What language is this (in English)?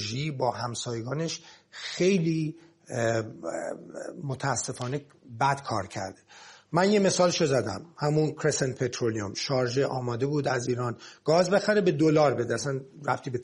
Persian